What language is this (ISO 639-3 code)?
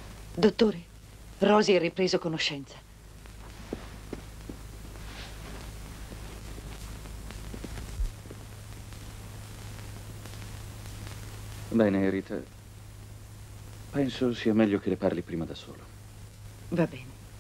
ita